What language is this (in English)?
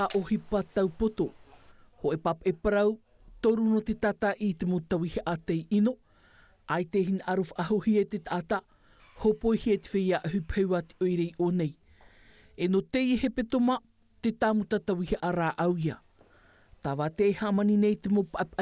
Tahitian